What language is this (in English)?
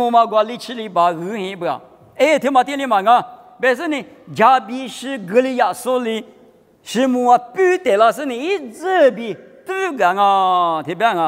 Lisu